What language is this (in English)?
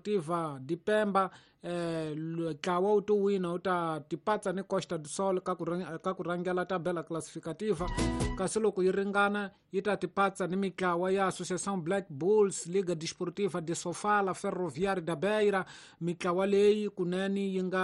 Tsonga